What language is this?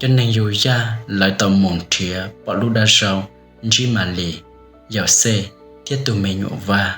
Hmong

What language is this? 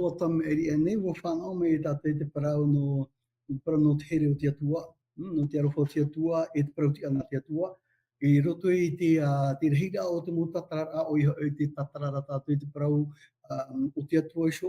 Tahitian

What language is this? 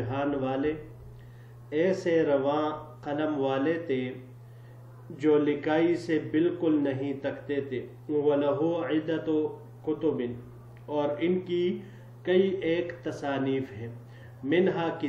Urdu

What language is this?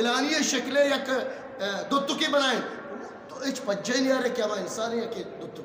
Eastern Balochi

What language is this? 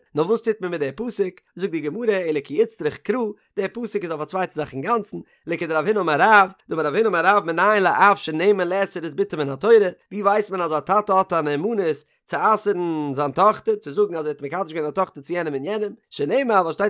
Yiddish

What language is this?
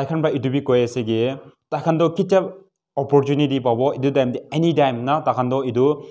Naga Pidgin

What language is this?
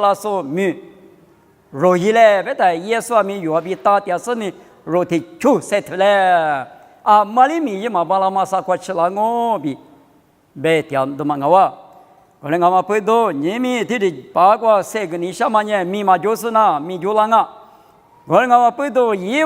Lisu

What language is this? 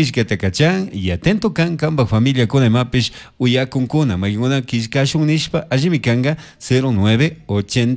Chimborazo Highland Quichua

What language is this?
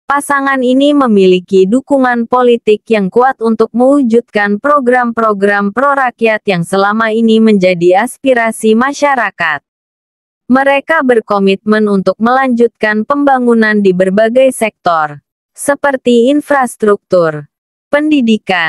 Indonesian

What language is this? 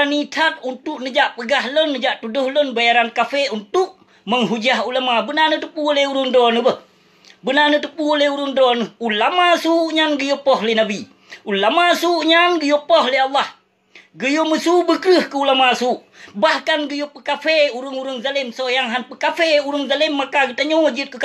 Achinese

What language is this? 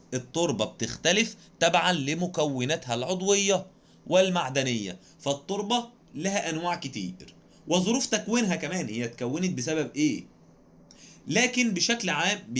Egyptian Arabic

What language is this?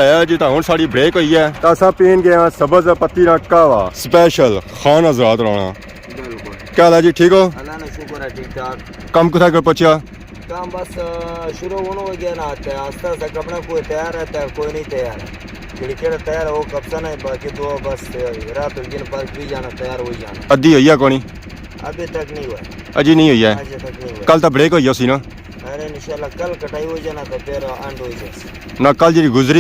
Pahari-Potwari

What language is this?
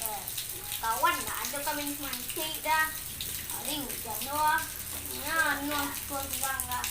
Minangkabau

